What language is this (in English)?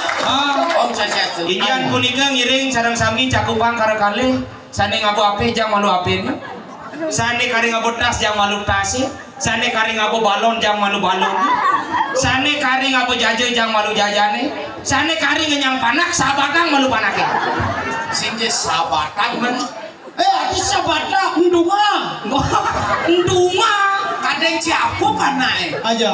Balinese